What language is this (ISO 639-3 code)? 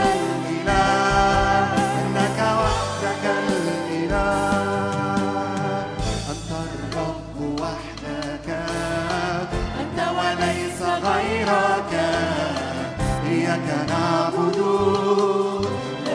ara